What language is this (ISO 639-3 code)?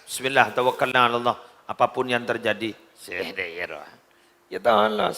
mad